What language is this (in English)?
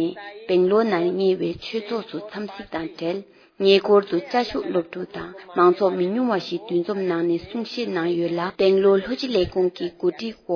Tibetan